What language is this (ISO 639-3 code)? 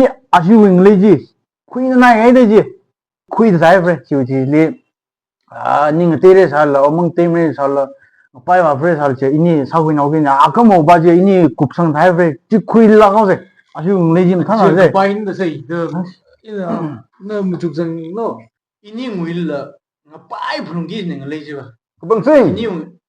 nmf